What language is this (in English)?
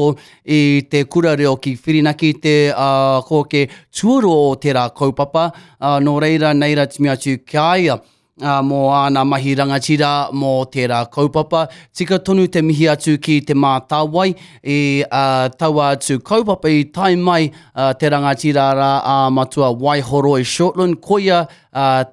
Māori